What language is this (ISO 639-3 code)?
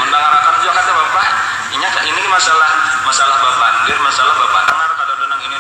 bjn